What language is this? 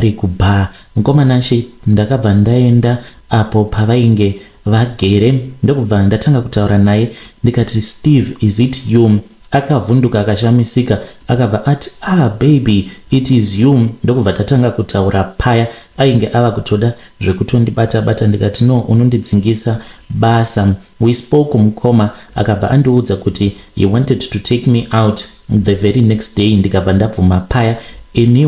Shona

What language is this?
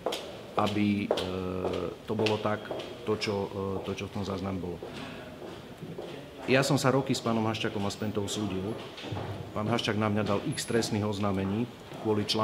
Slovak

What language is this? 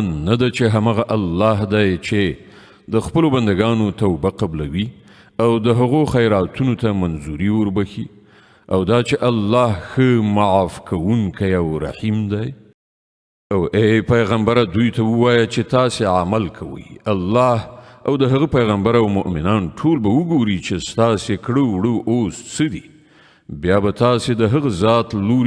Pashto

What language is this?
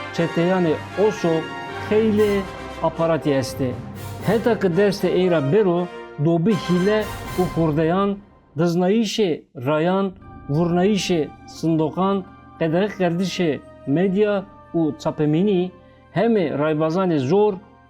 Zaza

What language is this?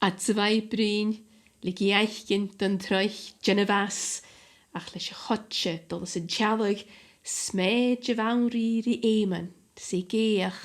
Scottish Gaelic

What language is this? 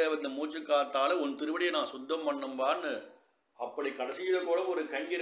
Tamil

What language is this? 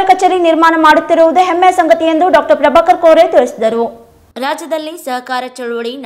Kannada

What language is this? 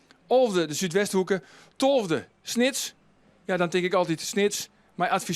Western Frisian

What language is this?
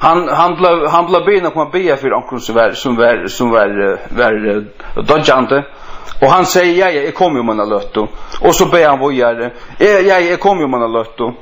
Faroese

